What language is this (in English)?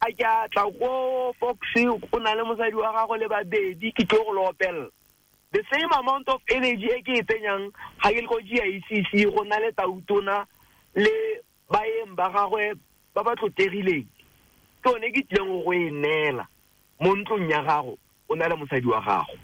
Tswana